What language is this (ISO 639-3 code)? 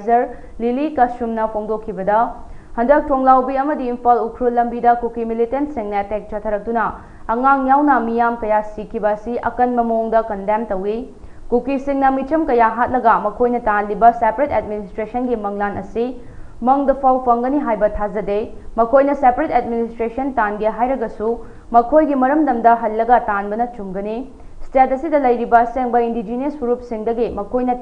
mni